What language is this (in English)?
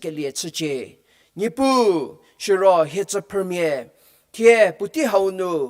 Angami Naga